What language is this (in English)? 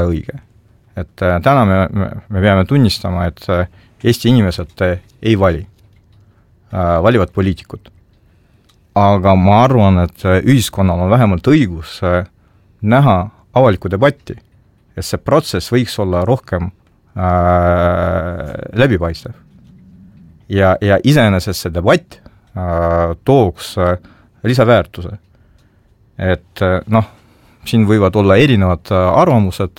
Estonian